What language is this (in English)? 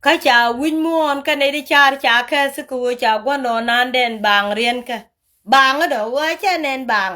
Nuer